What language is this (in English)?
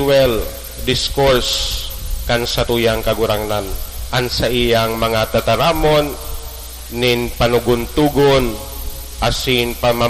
Bikol